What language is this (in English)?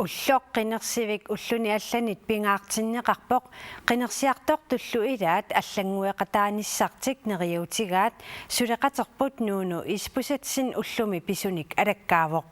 Kalaallisut